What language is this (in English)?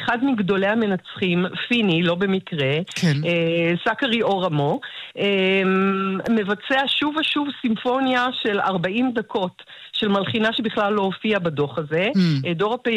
Hebrew